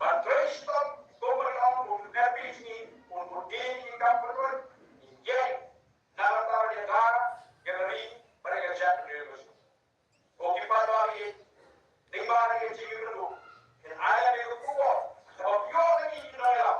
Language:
Khasi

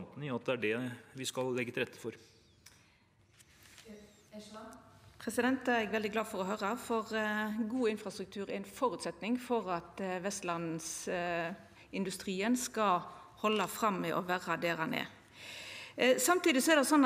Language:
Norwegian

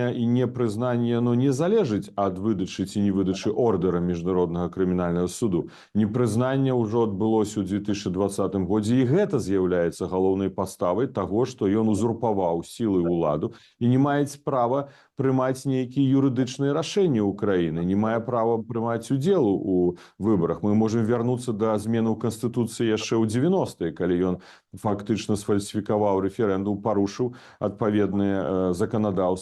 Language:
Belarusian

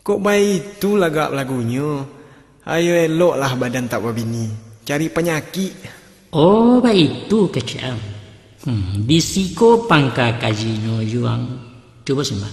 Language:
Minangkabau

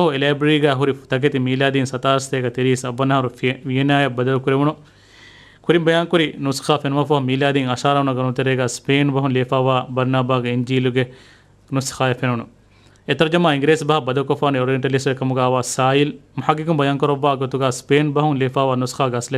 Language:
Divehi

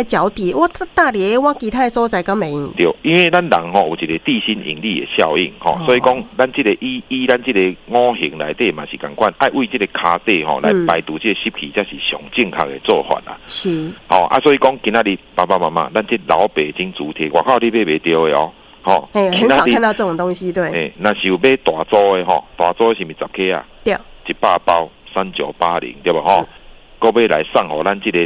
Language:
Min Nan Chinese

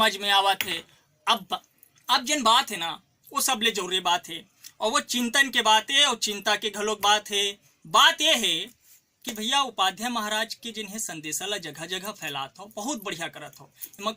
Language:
Chhattisgarhi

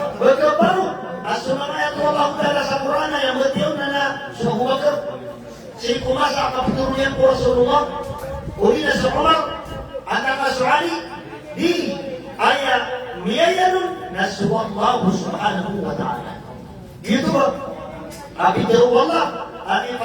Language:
Maranao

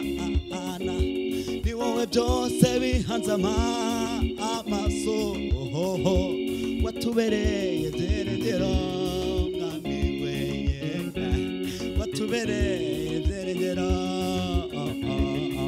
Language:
Kinyarwanda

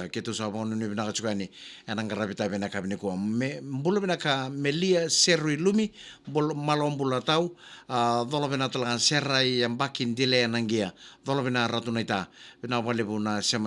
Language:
Fijian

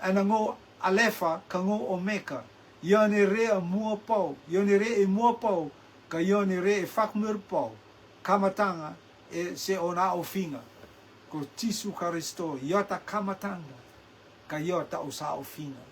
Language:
Rotuman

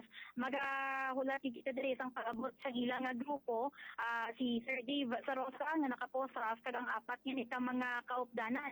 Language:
Hiligaynon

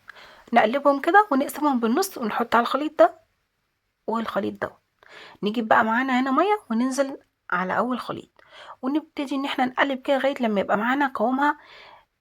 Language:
Egyptian Arabic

